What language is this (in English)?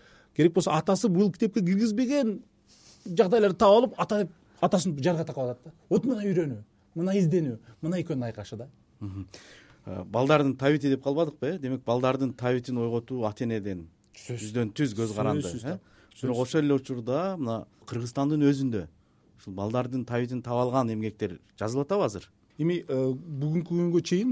Kyrgyz